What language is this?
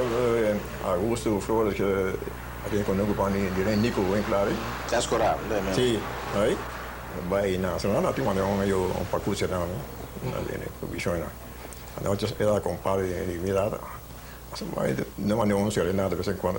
Papiamento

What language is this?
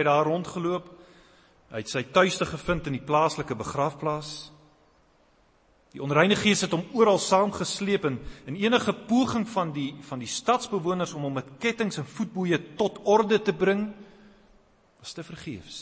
Afrikaans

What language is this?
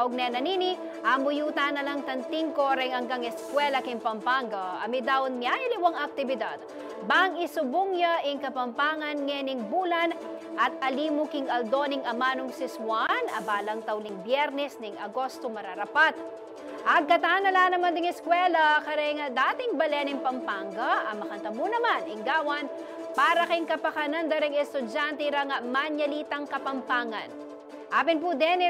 Pampanga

